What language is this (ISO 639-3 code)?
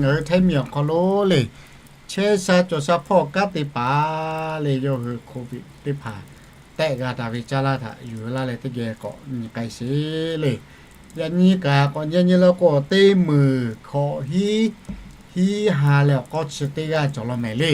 lhu